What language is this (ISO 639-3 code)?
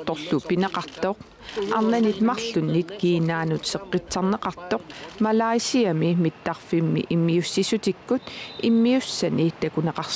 kal